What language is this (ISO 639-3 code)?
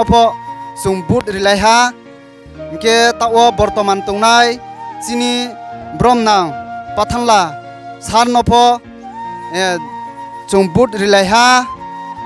ria